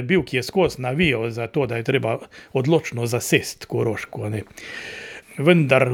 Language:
Slovenian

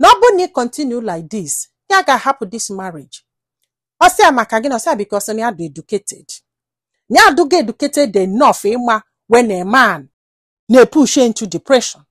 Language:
Igbo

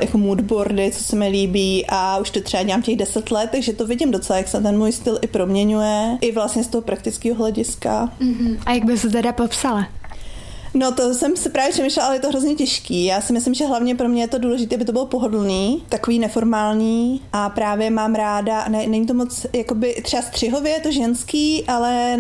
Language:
Czech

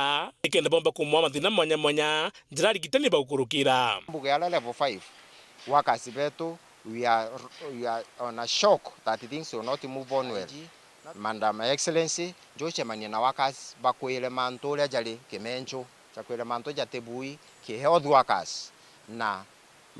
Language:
Meru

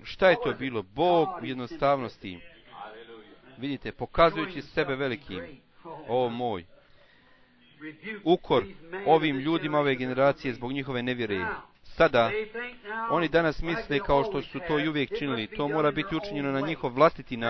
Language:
Bosnian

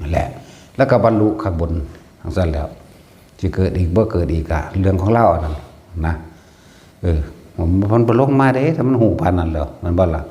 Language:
Northeastern Thai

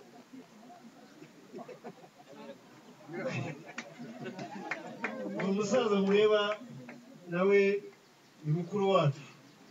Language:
Kinyarwanda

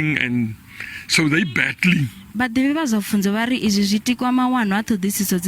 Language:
Venda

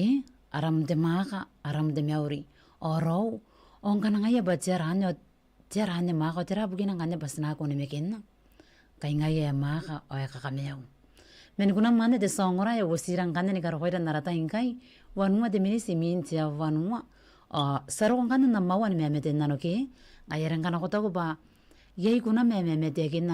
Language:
Gilbertese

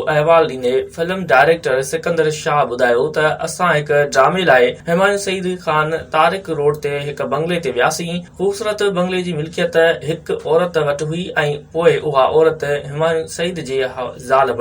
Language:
Sindhi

